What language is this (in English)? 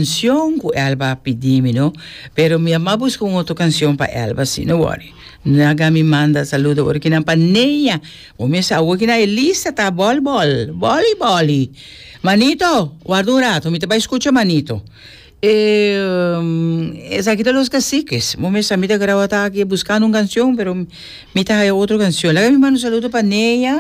Papiamento